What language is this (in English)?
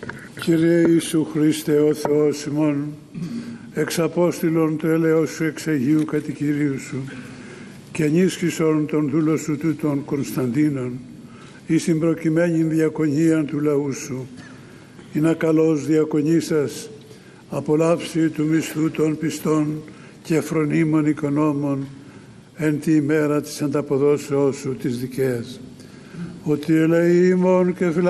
Greek